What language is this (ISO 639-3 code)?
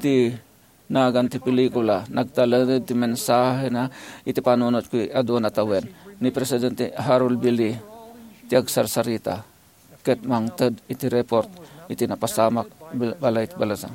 ilo